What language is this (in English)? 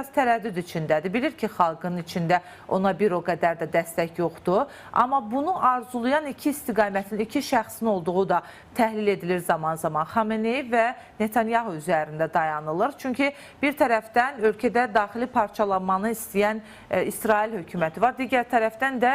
Azerbaijani